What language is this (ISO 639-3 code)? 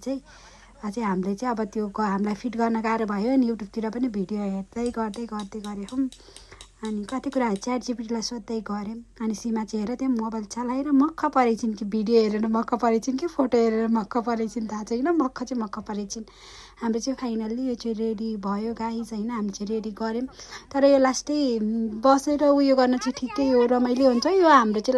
nep